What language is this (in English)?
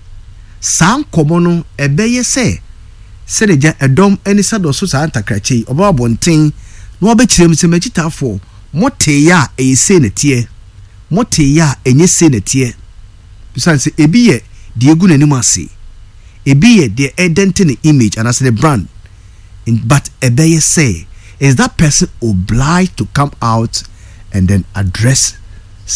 Akan